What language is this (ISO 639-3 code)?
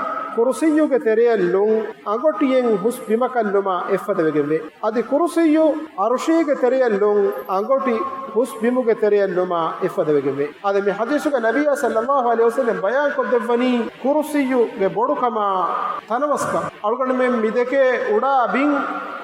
div